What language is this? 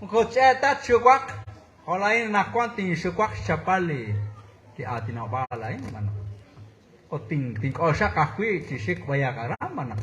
Kekchí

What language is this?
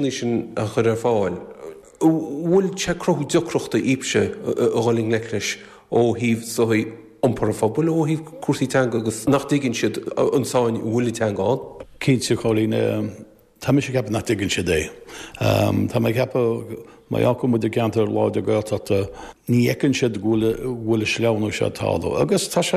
Irish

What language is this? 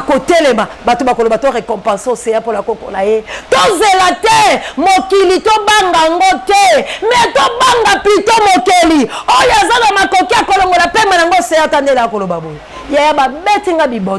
Lingala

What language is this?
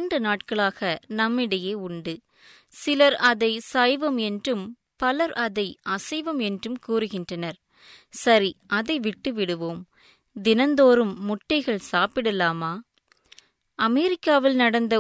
Tamil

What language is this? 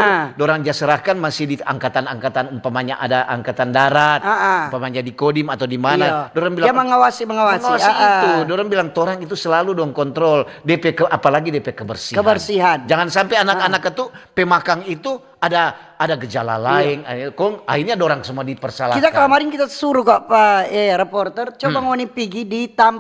Manado Malay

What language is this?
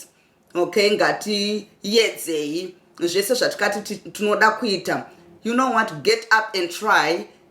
Shona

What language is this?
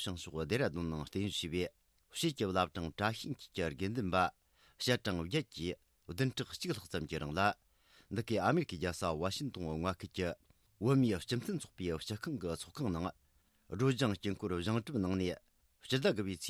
Tibetan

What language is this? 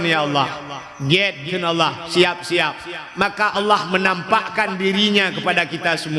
Achinese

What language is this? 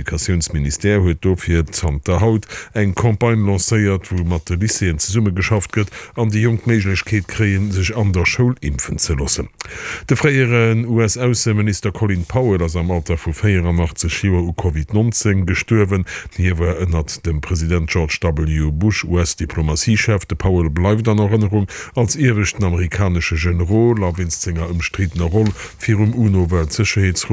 Luxembourgish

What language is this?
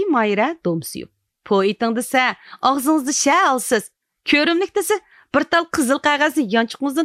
Uyghur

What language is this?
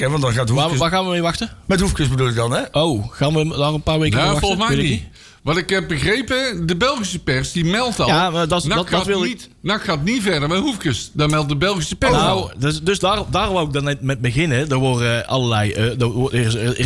Dutch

